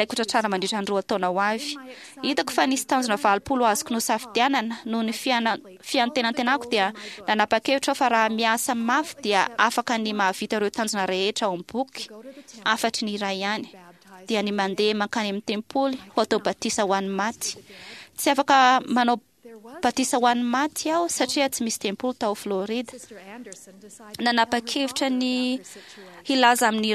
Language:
Malagasy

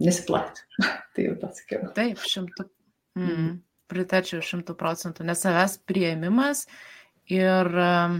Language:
Lithuanian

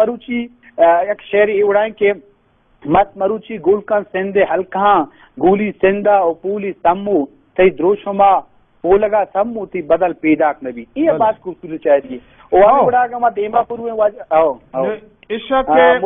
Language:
Baluchi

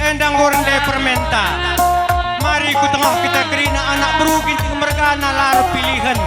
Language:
Batak Karo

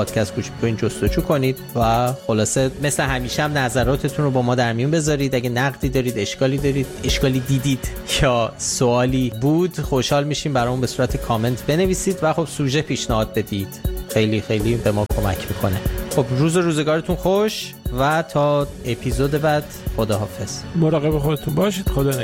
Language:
Persian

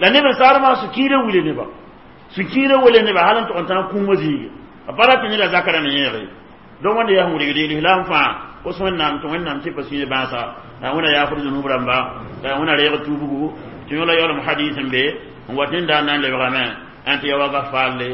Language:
Mossi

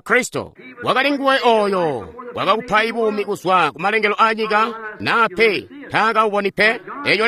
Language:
Tonga (Zambia)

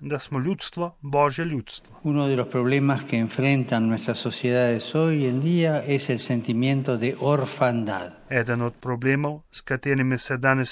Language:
Slovenian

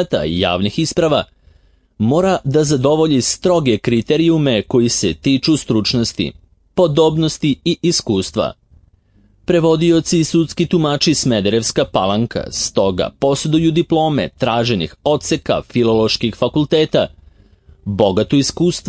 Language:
Serbian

